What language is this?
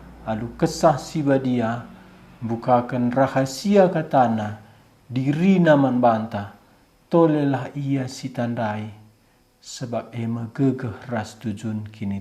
Batak Karo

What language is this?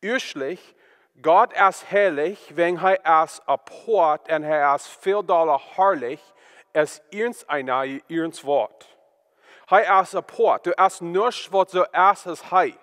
Plautdietsch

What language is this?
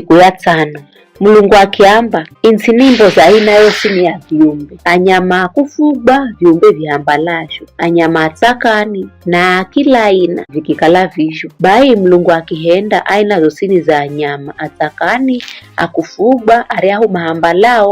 Giryama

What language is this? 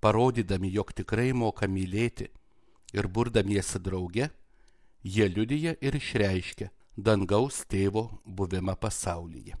Lithuanian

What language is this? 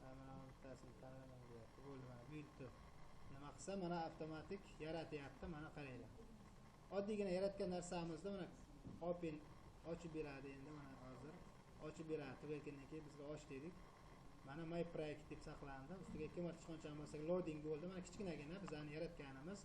Uzbek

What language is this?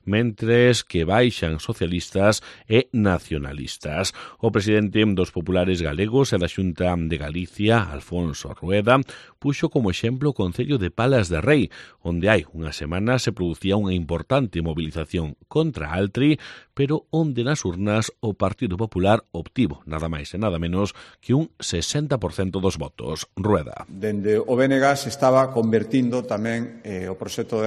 Galician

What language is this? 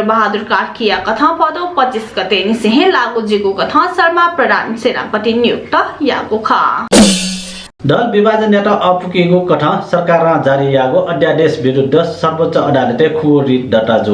Newari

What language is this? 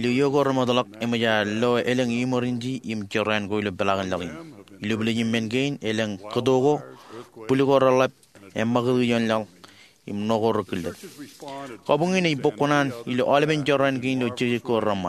Marshallese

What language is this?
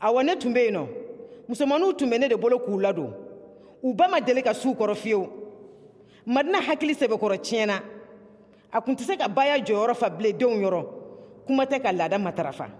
Bambara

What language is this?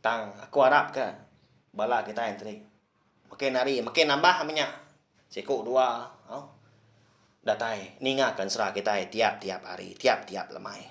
Iban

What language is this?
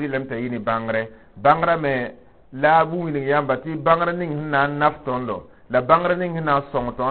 Mossi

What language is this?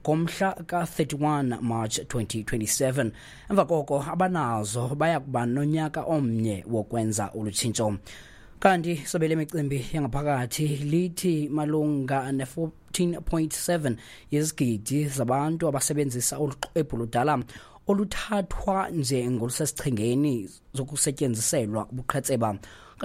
Xhosa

